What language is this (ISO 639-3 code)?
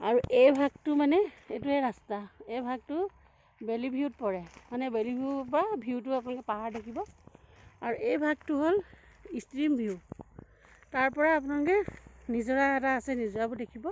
asm